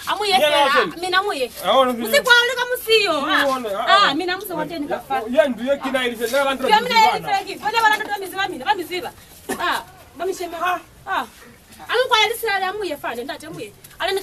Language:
Lozi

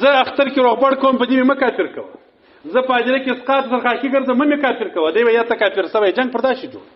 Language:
Pashto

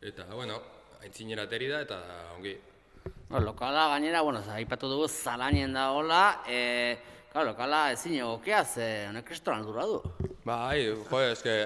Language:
Basque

